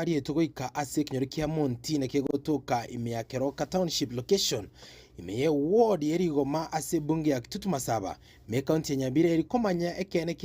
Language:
Gusii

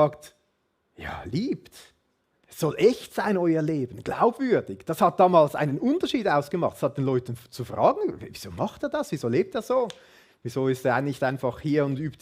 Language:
Swiss German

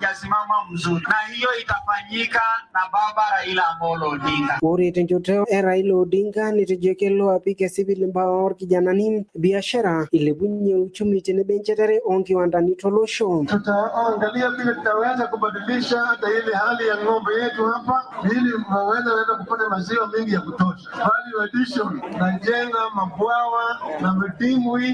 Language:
Masai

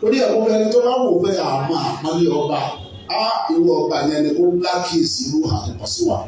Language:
Yoruba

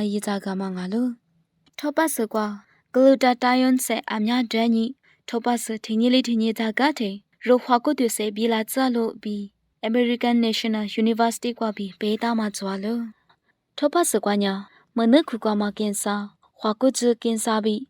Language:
Lisu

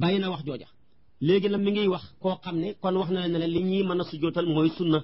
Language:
Wolof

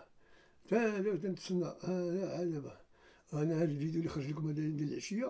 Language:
Moroccan Arabic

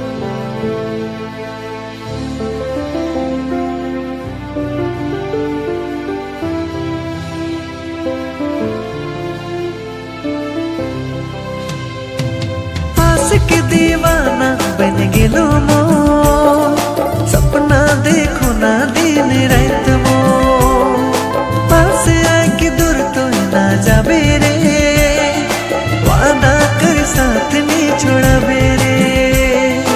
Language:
Sadri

